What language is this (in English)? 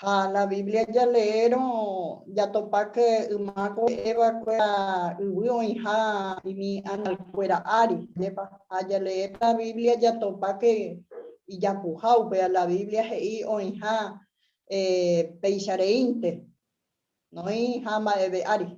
Guarani